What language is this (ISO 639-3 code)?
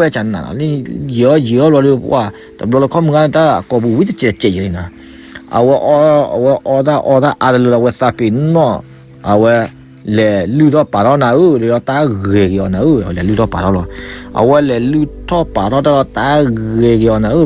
ksw